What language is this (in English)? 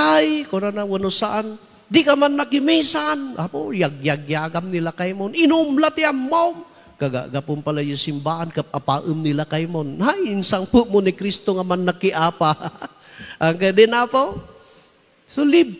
Iloko